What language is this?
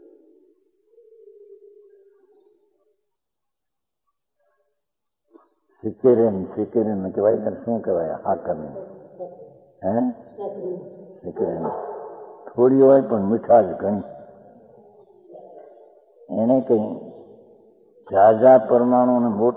Gujarati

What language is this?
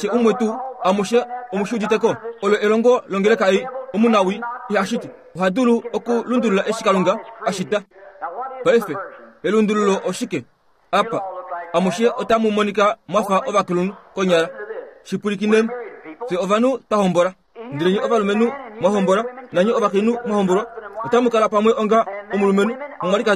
Kuanyama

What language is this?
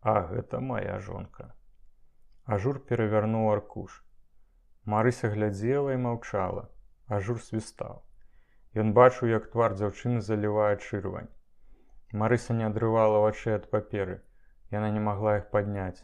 Belarusian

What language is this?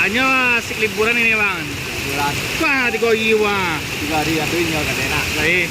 Minangkabau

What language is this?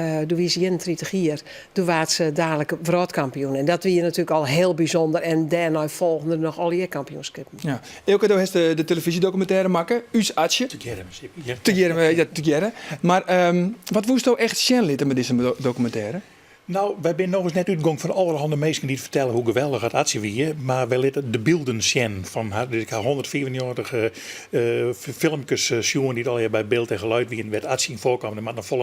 Western Frisian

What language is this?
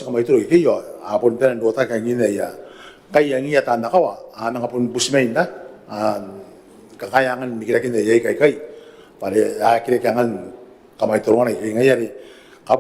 Gilbertese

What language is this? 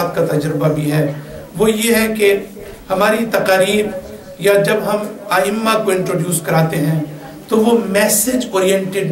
Urdu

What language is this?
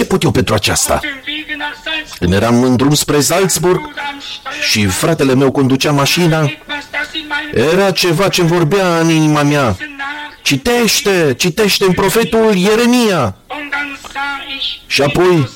Romanian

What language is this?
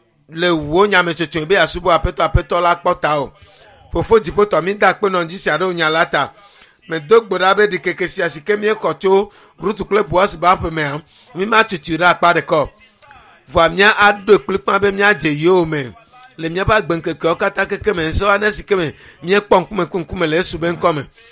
Ewe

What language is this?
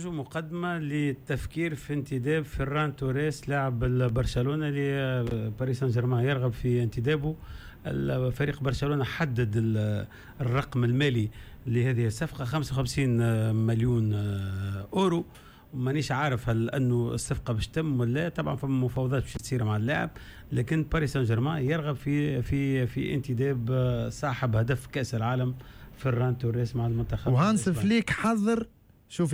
Tunisian Arabic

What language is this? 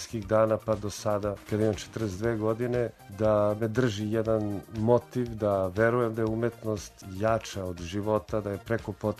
Serbian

